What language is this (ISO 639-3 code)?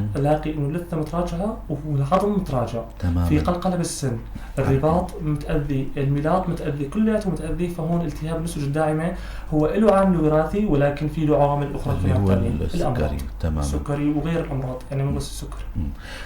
apc